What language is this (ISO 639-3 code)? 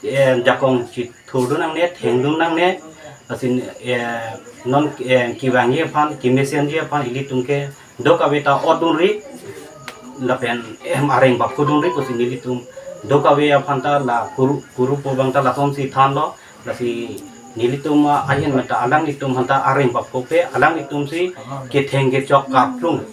mjw